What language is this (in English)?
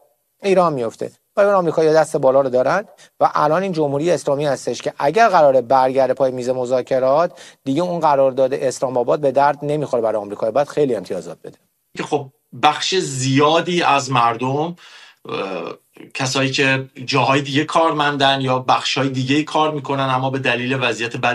Persian